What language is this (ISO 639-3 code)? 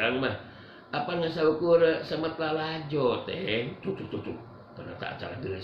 sun